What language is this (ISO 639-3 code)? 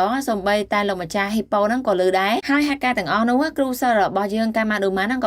khm